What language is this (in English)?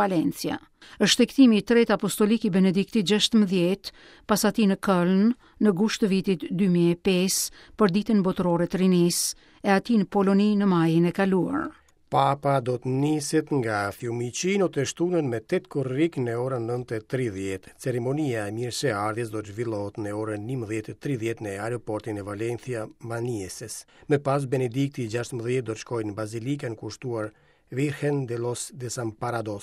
Albanian